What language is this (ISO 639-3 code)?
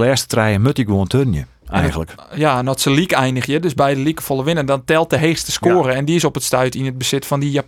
fry